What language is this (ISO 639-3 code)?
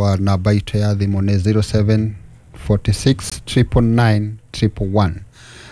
kik